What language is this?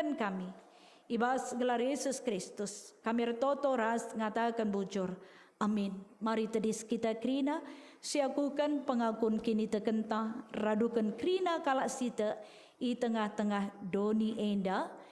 Batak Karo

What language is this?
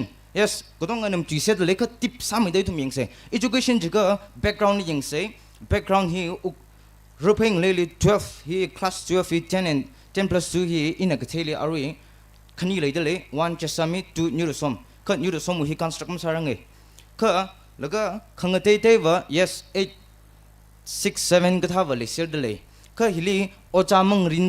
Tangkhul Naga (India)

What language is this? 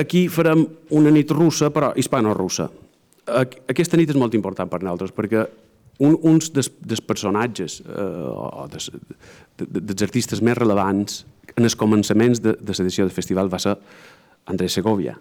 Catalan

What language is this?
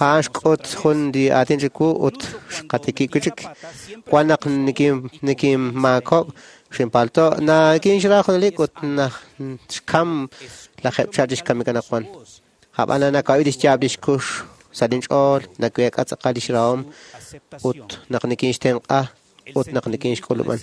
Kekchí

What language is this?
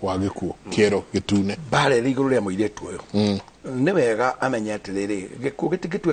Kikuyu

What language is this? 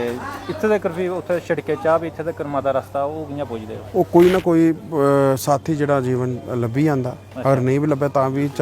Dogri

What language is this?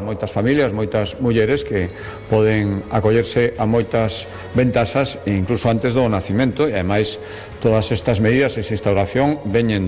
Galician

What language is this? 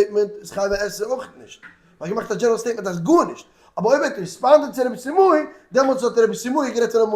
Yiddish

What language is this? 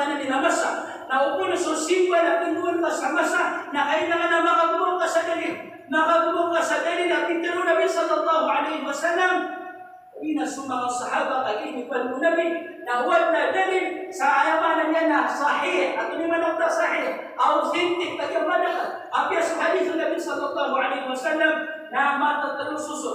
Maranao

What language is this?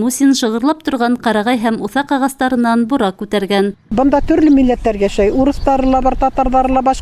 Bashkir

